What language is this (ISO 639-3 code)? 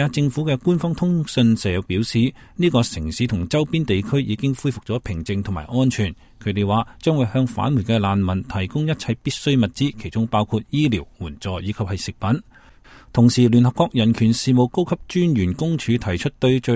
yue